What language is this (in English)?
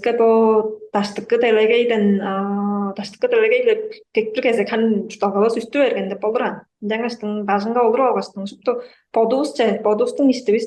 Tuvinian